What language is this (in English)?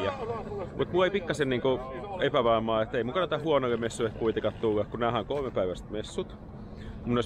Finnish